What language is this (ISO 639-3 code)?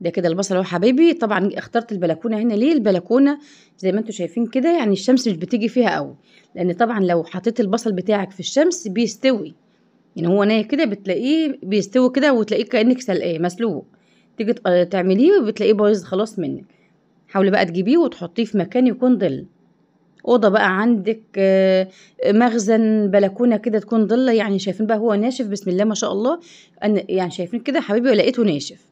arz